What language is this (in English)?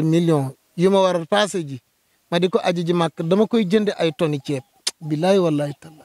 Wolof